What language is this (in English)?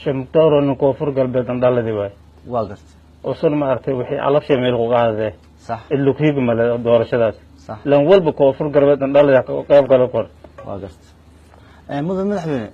Somali